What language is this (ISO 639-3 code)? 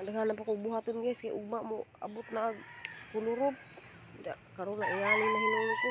ceb